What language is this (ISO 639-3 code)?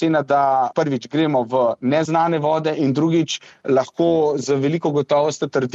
slv